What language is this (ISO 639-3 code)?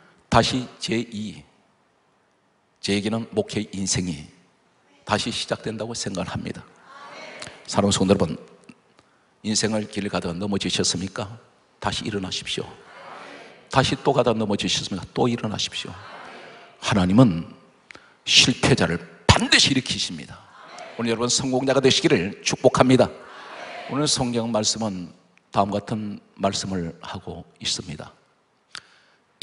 kor